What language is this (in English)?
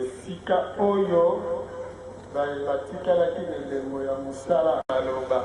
Lingala